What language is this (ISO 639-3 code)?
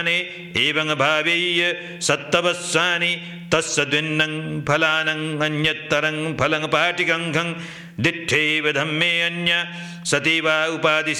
pli